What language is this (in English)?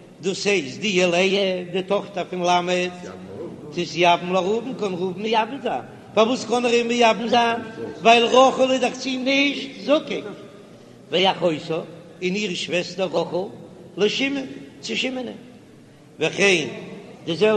Yiddish